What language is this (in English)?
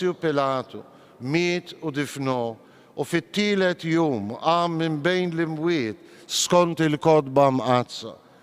Maltese